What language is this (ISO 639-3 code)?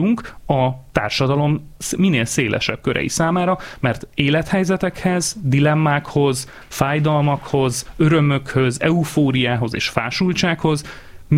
hun